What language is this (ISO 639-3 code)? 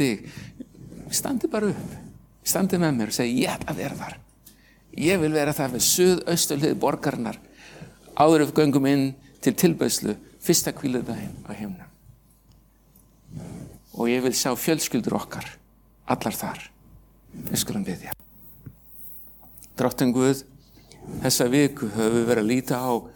isl